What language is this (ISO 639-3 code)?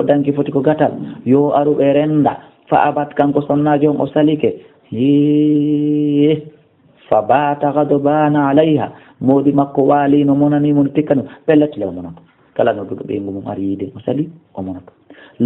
ful